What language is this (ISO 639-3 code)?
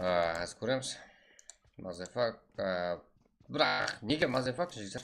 kaa